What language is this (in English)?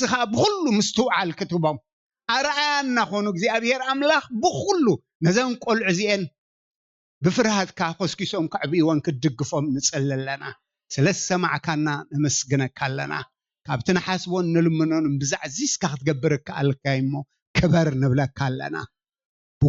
Tigrinya